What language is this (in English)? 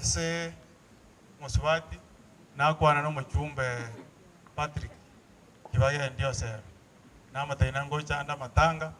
Gusii